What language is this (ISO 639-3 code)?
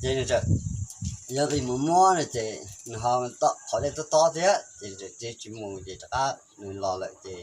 hmn